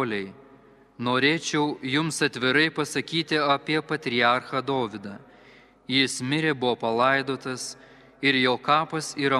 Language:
Lithuanian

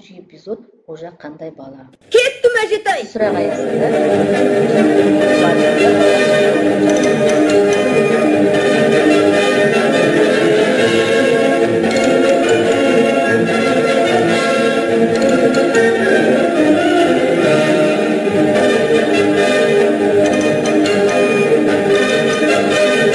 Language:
Kazakh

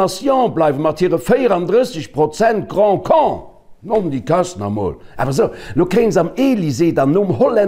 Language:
Luxembourgish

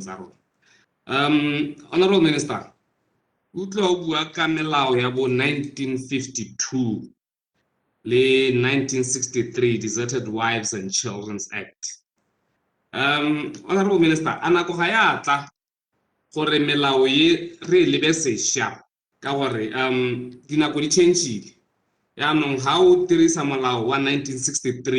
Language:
Tswana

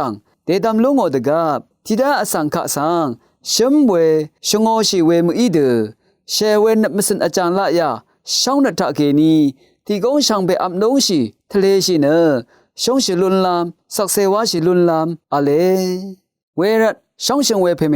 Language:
Rawang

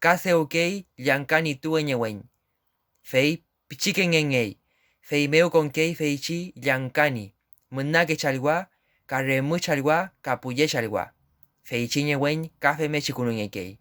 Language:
Mapuche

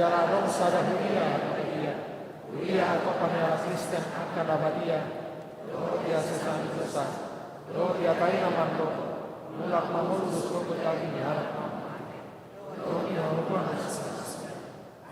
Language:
Batak Toba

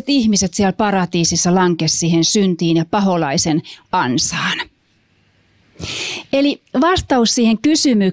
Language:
Finnish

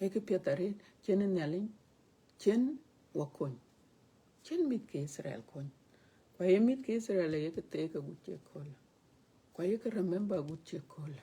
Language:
Dinka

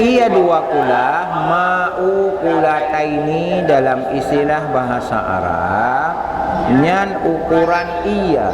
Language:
Achinese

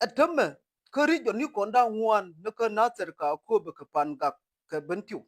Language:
Nuer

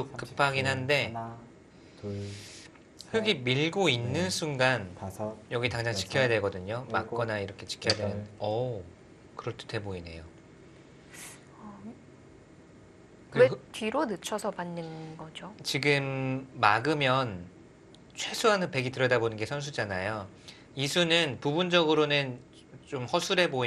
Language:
Korean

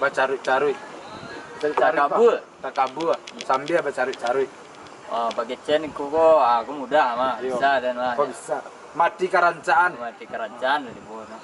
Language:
Minangkabau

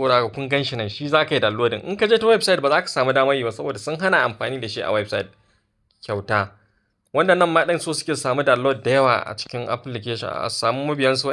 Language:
Hausa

